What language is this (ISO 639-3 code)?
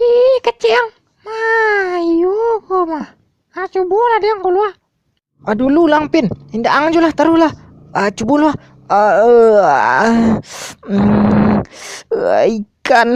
min